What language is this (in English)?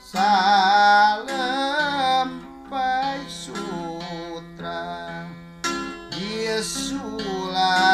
Sundanese